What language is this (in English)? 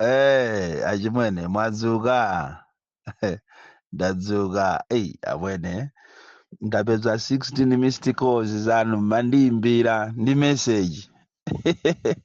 Nyanja